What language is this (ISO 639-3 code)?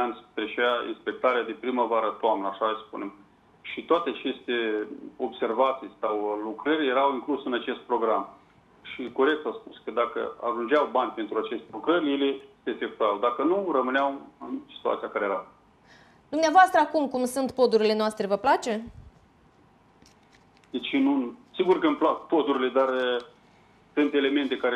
ron